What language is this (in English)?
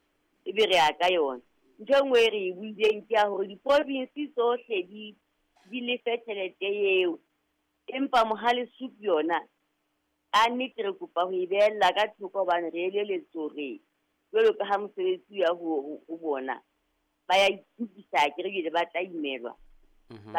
Southern Sotho